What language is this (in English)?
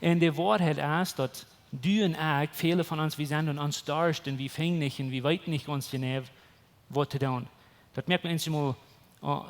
Plautdietsch